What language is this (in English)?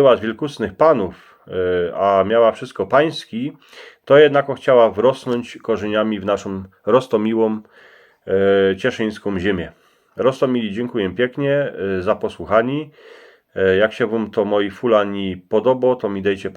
Silesian